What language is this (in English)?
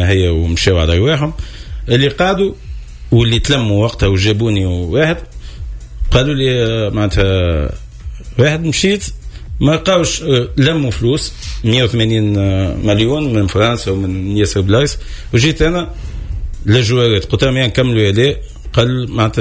Tunisian Arabic